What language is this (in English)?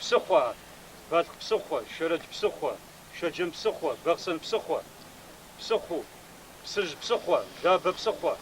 Kabardian